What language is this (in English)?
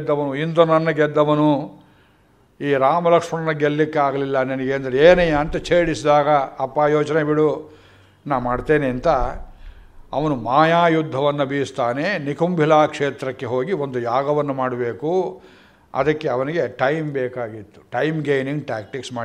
Kannada